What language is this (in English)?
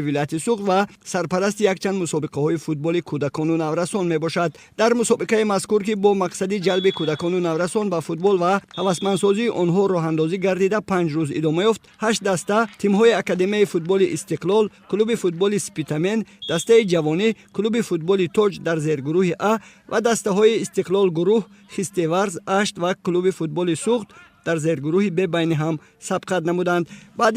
Tajik